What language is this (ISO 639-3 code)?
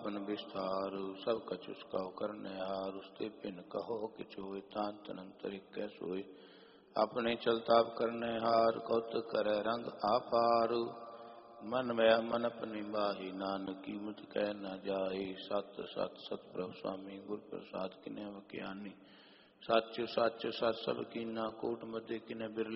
pan